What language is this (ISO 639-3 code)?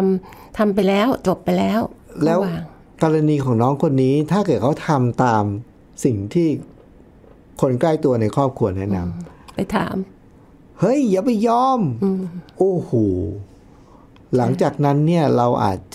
tha